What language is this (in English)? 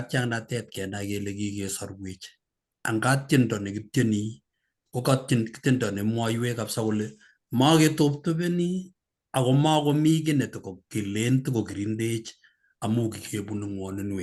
Kalenjin